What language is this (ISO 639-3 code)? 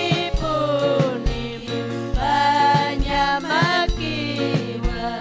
quy